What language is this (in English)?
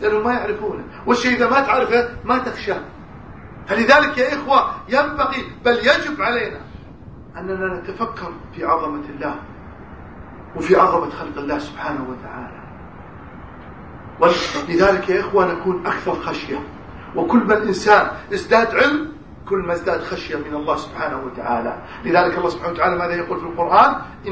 Arabic